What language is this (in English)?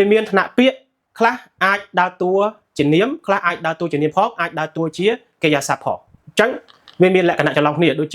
Khmer